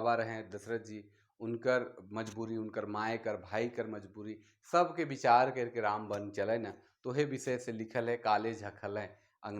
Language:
Sadri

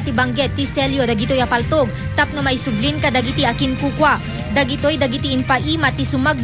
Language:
Iloko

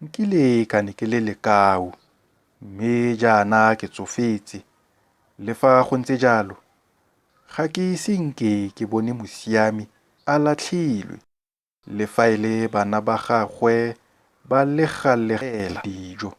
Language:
Tswana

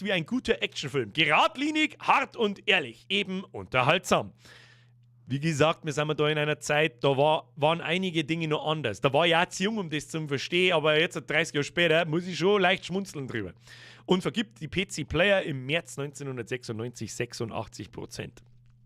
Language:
Bavarian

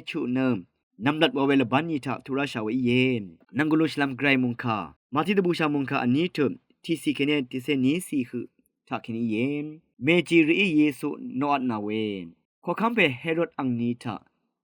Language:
Rawang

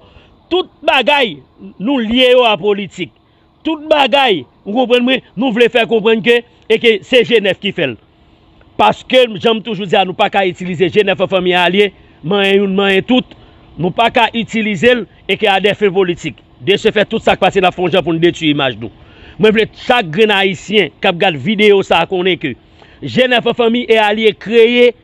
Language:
Haitian Creole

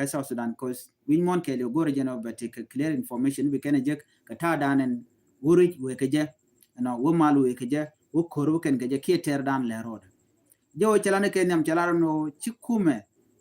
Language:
Nuer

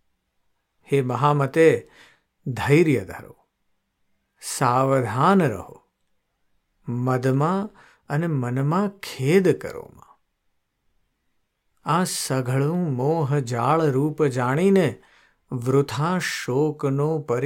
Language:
Gujarati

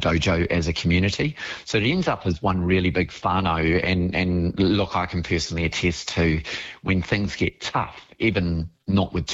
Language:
English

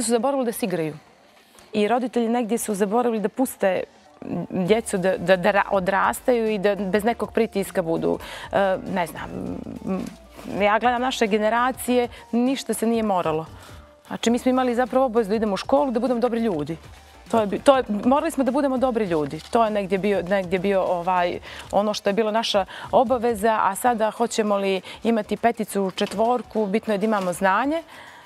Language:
Bosnian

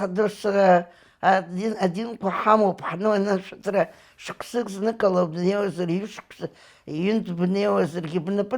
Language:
Abkhazian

